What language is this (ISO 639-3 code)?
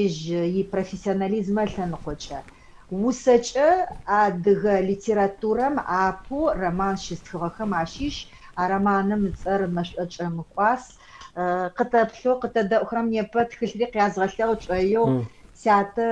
ady